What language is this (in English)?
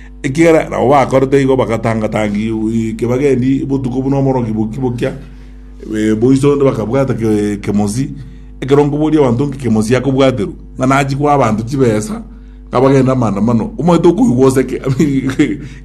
Gusii